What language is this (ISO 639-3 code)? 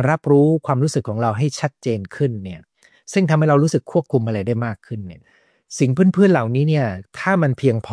tha